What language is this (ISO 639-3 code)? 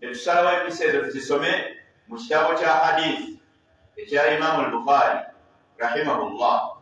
lug